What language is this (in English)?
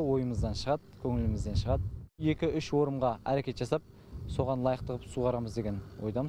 Kazakh